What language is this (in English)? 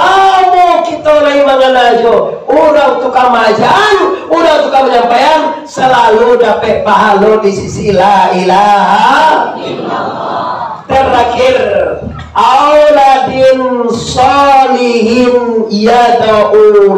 Minangkabau